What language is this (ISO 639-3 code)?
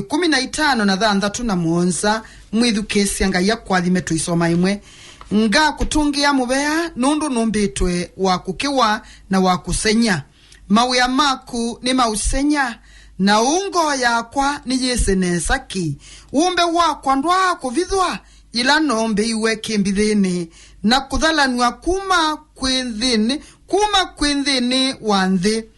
kam